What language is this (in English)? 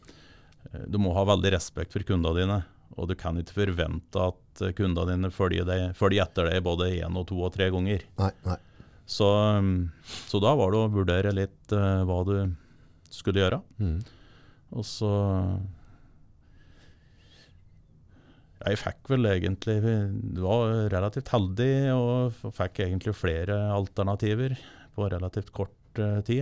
Norwegian